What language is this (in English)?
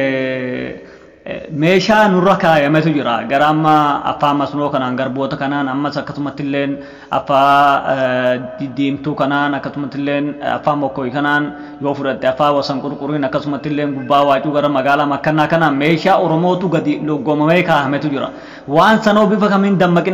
Oromo